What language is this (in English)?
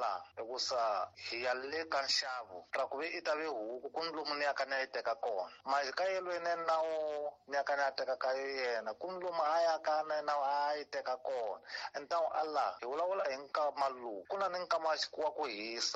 Tsonga